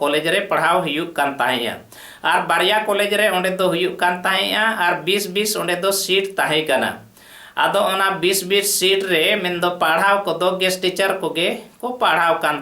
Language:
Santali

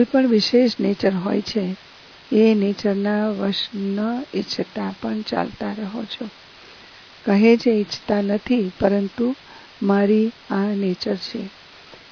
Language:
Gujarati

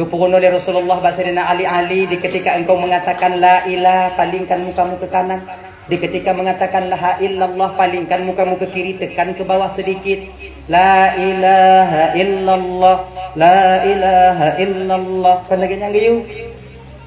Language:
Achinese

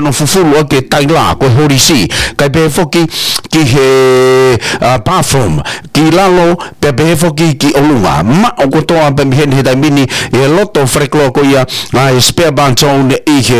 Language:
Tongan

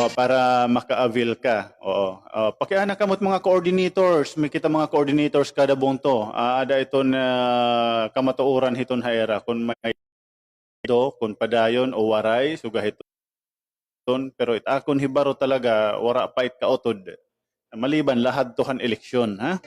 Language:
Waray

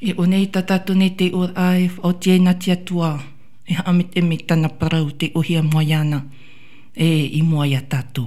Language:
Tahitian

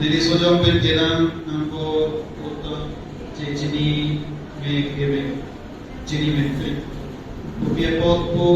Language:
Karbi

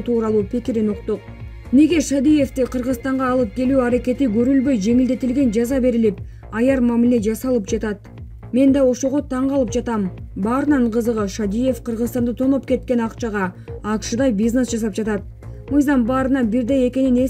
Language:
Kyrgyz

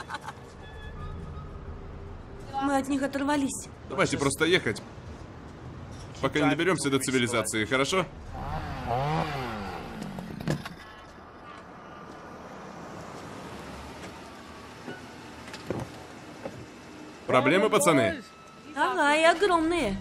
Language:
Russian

